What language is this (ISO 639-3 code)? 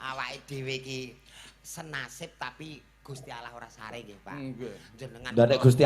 jav